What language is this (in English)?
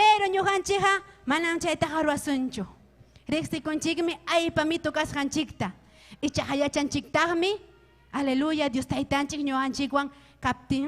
Ayacucho Quechua